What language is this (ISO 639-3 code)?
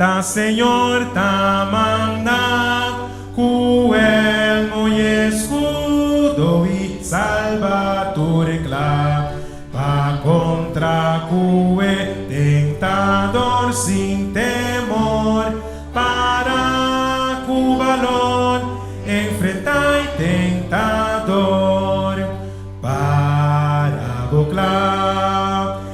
pap